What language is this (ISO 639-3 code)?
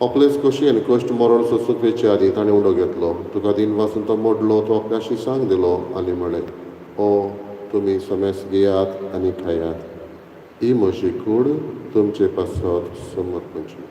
kok